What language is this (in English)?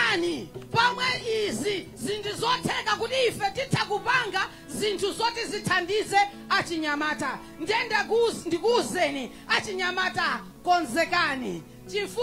Nyanja